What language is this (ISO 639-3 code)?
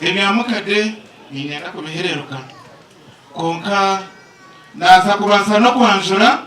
nyn